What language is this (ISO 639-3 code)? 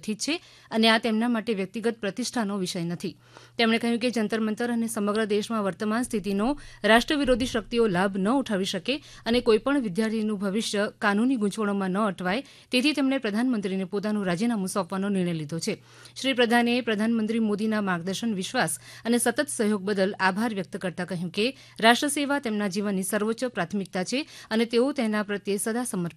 guj